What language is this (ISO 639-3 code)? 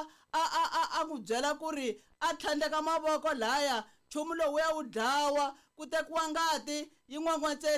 tso